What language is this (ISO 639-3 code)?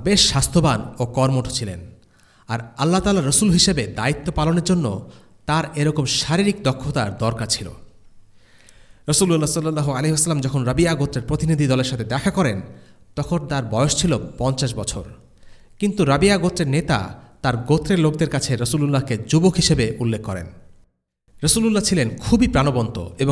ben